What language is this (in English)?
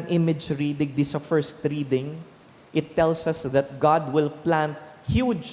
Bikol